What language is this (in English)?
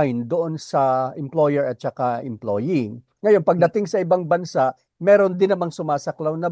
Filipino